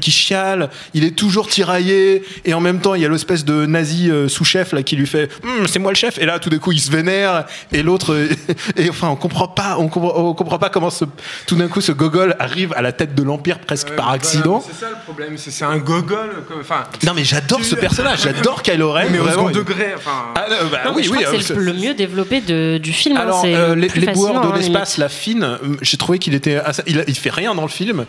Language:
French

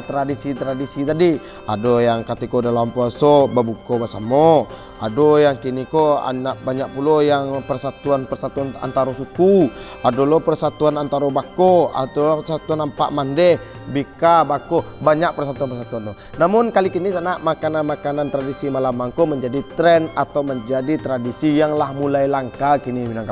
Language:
Minangkabau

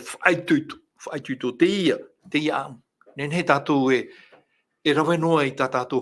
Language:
Tahitian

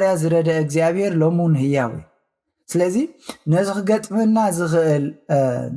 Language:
Tigrinya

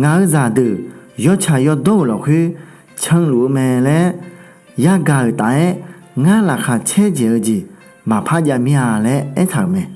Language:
Akha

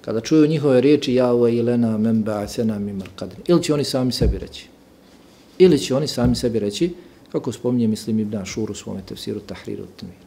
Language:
Bosnian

